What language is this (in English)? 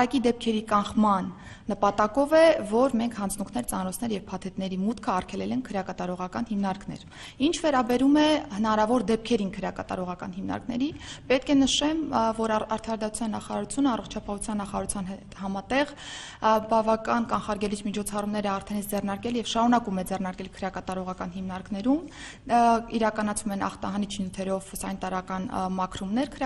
Armenian